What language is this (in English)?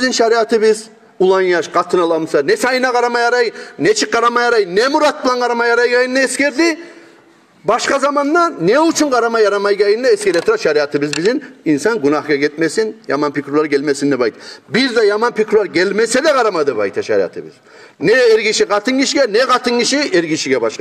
Kumyk